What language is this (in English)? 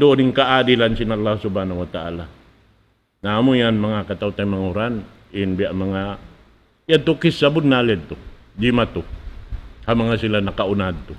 Tausug